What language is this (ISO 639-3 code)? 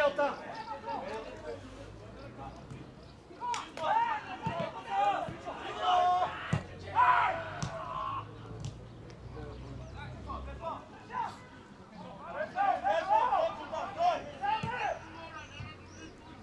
bul